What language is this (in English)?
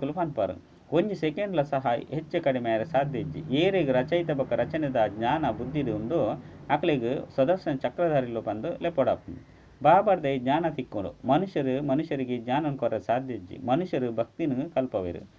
Tulu